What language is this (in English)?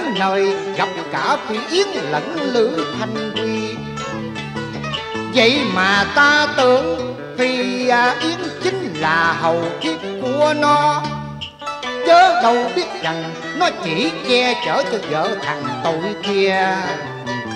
Vietnamese